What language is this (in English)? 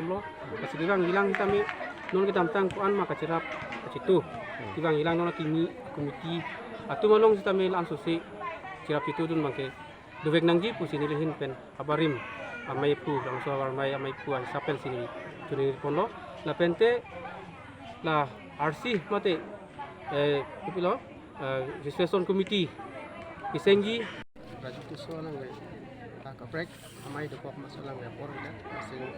Karbi